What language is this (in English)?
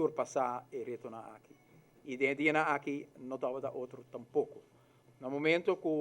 Papiamento